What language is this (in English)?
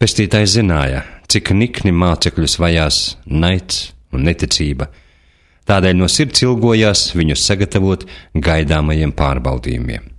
Latvian